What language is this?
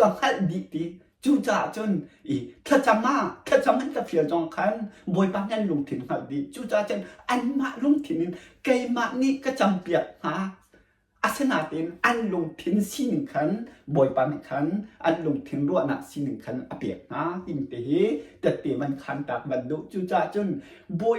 Hakha Chin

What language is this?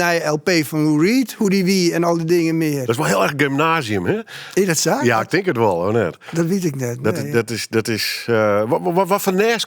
Western Frisian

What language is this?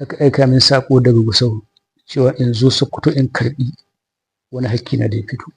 Hausa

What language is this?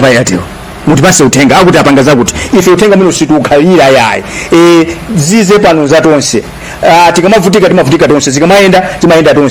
Nyanja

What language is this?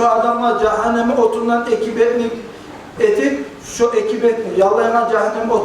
Kumyk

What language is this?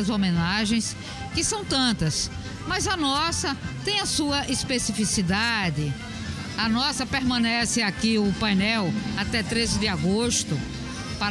Portuguese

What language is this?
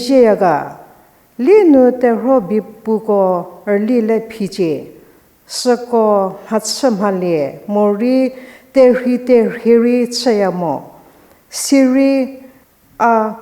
Angami Naga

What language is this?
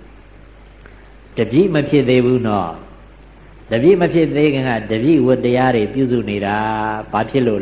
Burmese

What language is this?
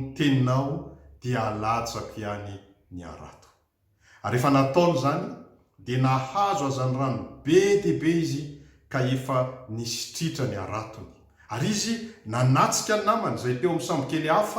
Malagasy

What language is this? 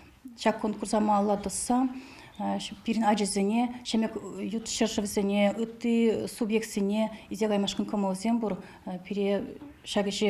Chuvash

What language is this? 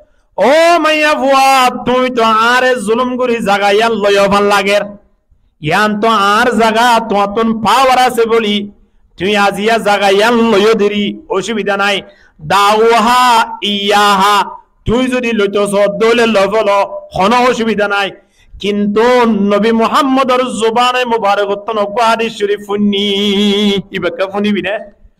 Rohingya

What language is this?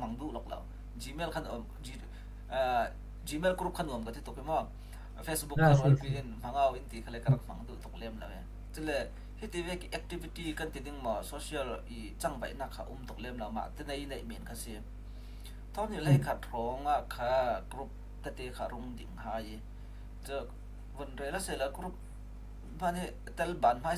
Falam Chin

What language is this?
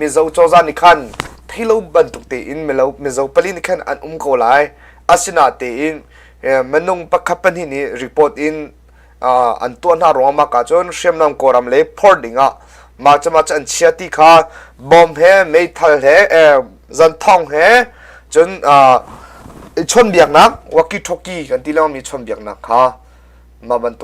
Hakha Chin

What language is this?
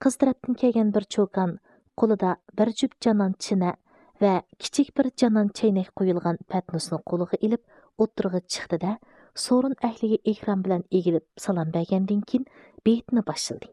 Uyghur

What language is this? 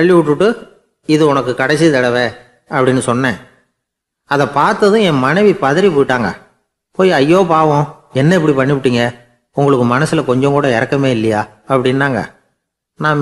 Tamil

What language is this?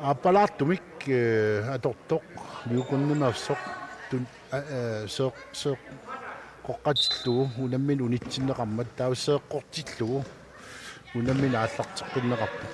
Kalaallisut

